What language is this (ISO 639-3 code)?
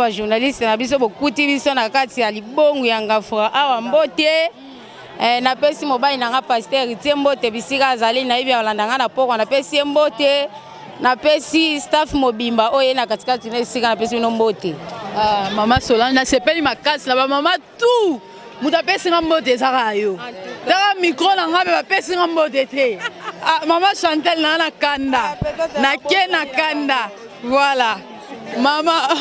lin